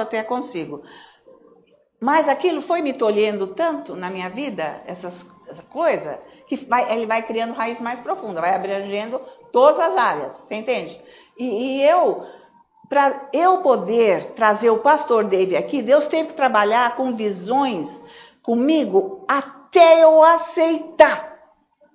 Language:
Portuguese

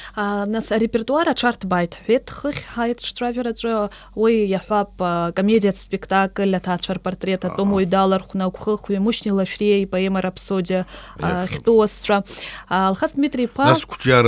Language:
Abkhazian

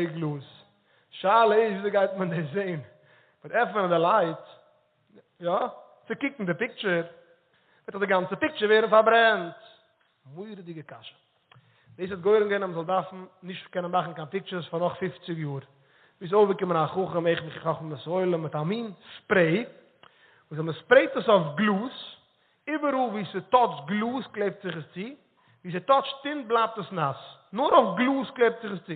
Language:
Yiddish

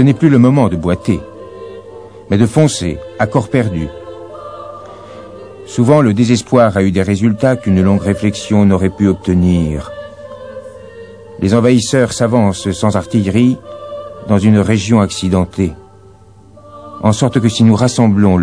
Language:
French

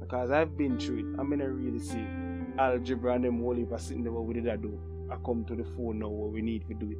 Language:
Jamaican Creole English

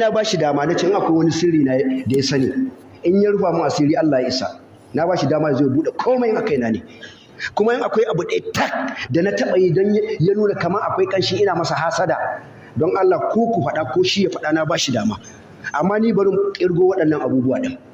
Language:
Hausa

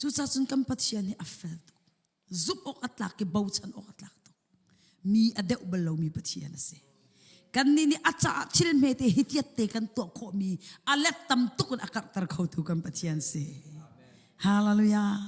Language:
Hakha Chin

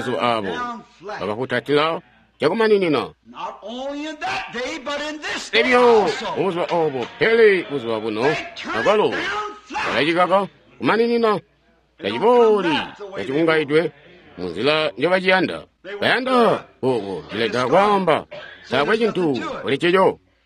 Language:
Tonga (Zambia)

